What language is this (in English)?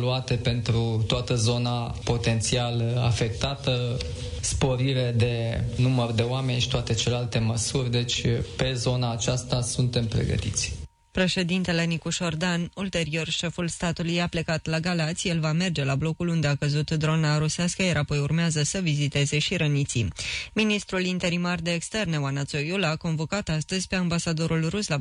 Romanian